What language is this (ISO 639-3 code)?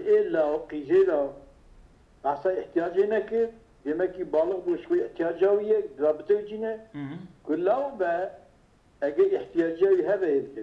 kur